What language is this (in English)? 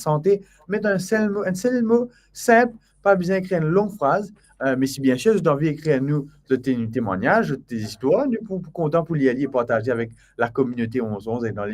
Morisyen